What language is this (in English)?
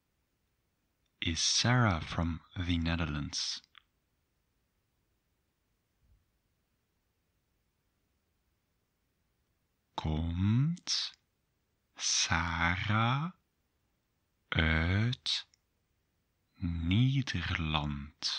Dutch